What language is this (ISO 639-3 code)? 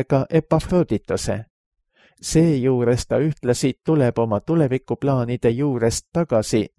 est